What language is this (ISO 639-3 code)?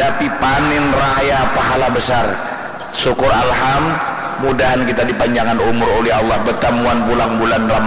bjn